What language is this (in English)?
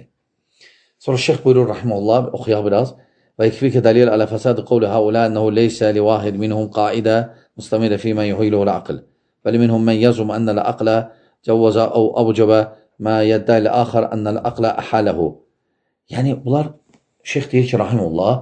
Azerbaijani